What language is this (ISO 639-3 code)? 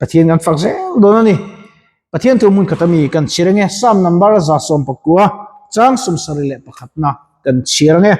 lus